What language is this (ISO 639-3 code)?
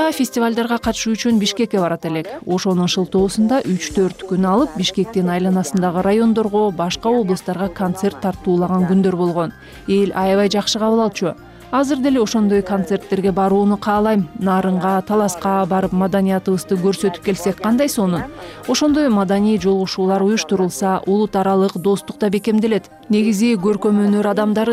kir